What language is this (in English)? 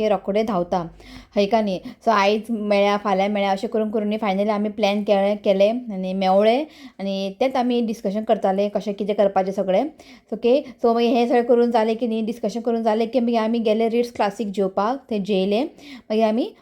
Konkani